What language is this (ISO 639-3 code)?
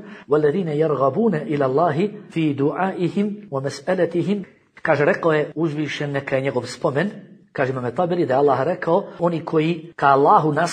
bos